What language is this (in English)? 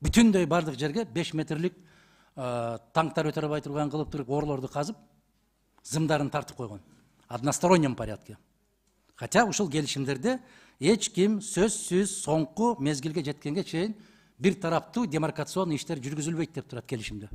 Kyrgyz